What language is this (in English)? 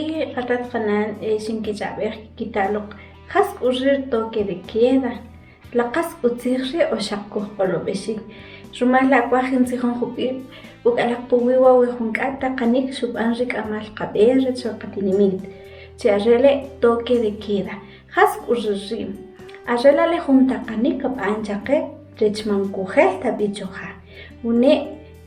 Kʼicheʼ